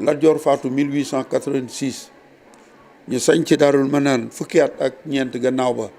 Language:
Wolof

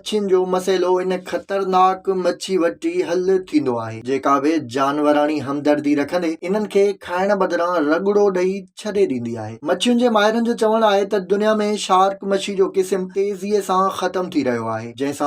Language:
Sindhi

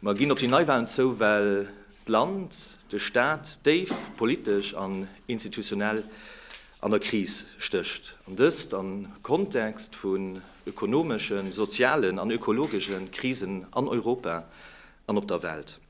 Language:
Luxembourgish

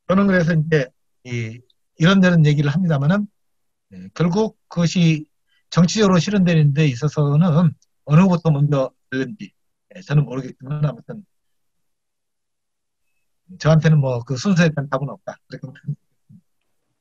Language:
Korean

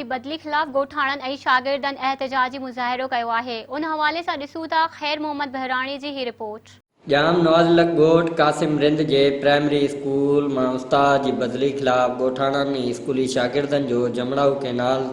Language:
Sindhi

